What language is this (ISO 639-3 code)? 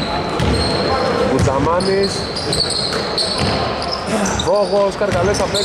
ell